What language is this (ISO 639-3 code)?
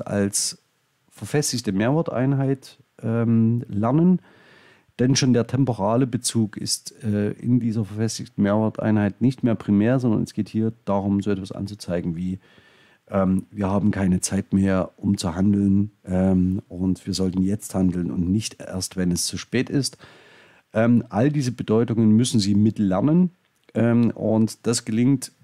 deu